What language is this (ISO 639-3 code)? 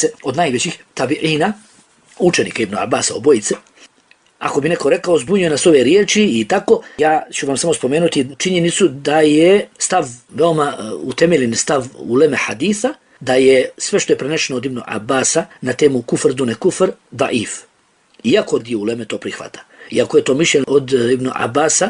bos